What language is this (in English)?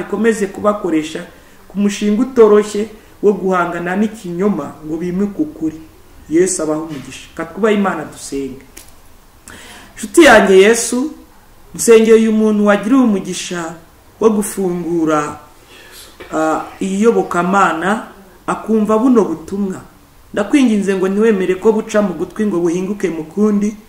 Kinyarwanda